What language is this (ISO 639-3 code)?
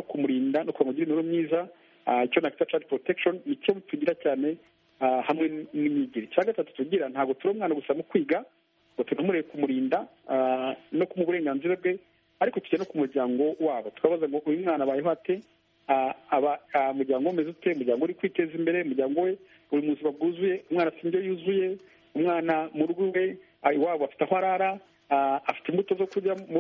kin